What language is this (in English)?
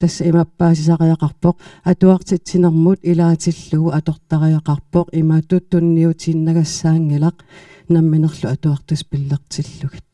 Kalaallisut